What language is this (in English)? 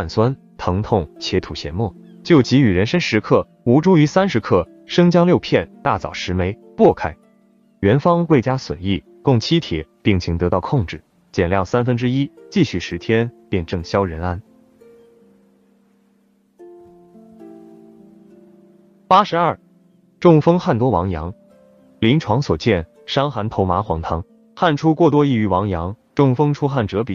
Chinese